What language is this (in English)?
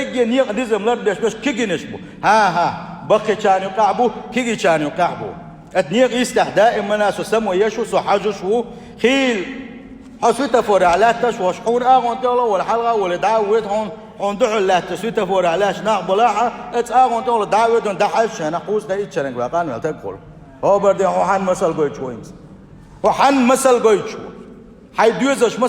Chechen